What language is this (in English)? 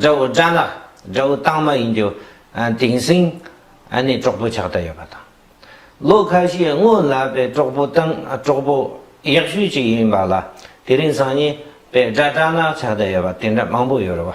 Tibetan